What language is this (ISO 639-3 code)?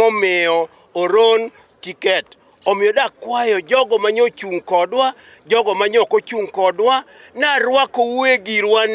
luo